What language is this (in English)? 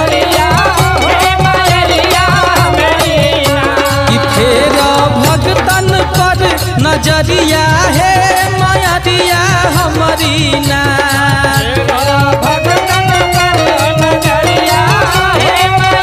Bhojpuri